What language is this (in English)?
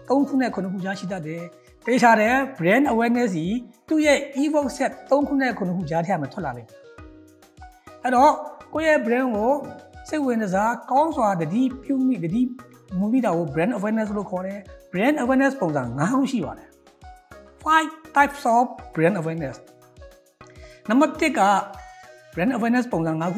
Burmese